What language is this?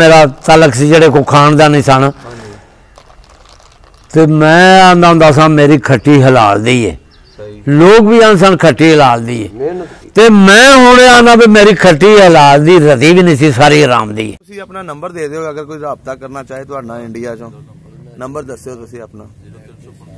Punjabi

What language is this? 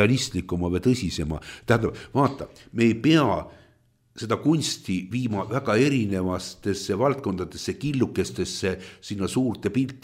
Estonian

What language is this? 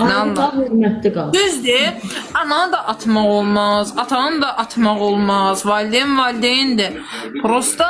Azerbaijani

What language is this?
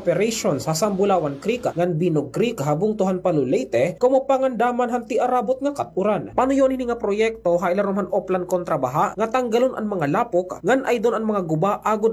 Waray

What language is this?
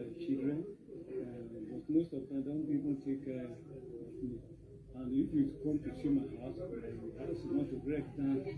Nigerian Pidgin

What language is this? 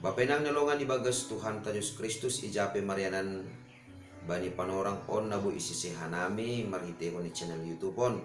Batak Simalungun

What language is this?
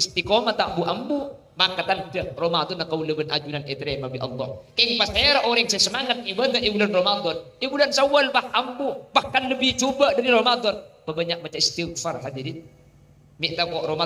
Madurese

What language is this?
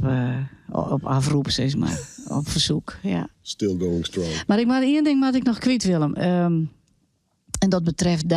Western Frisian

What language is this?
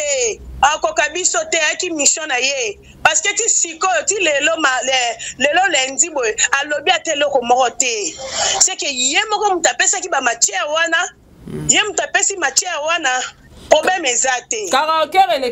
Lingala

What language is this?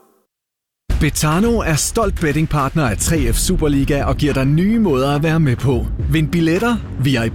Danish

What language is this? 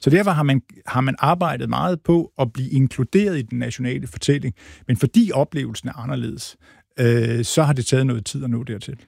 Danish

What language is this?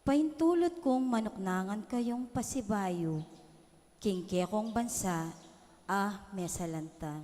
Pampanga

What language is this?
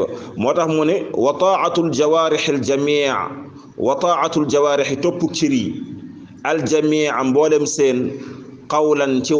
Wolof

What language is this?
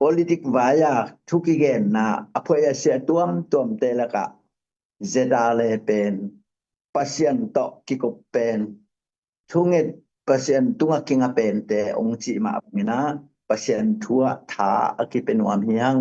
Tedim Chin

